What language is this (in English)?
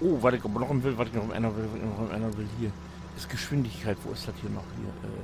Low German